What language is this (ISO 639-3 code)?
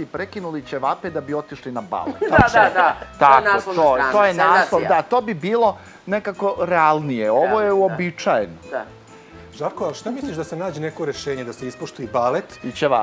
srp